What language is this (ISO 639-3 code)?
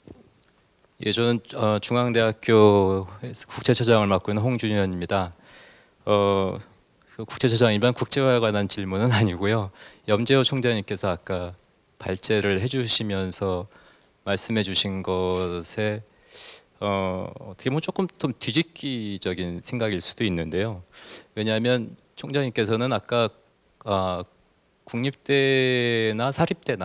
kor